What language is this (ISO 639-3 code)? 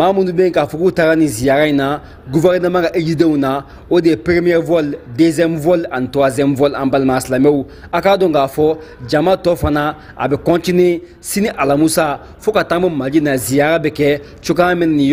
bam